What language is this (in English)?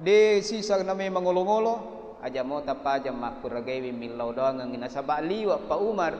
Buginese